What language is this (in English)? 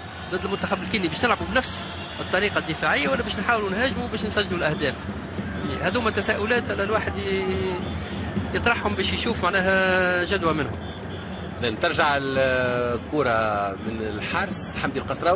Tunisian Arabic